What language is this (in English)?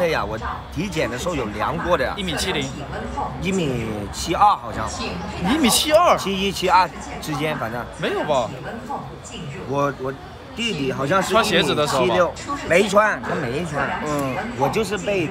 Chinese